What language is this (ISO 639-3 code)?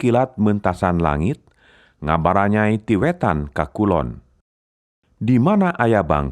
sun